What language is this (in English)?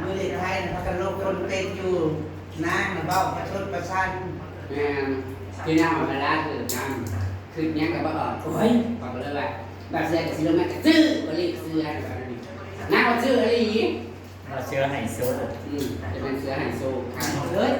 Northeastern Thai